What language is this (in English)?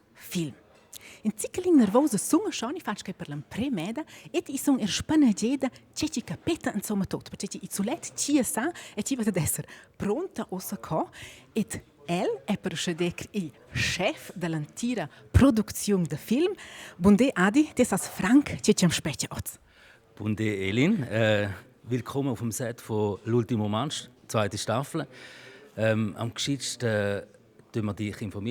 Romansh